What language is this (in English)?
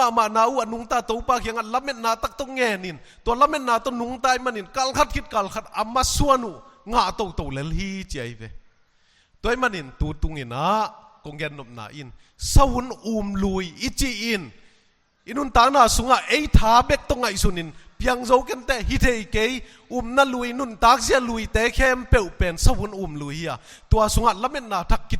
Tedim Chin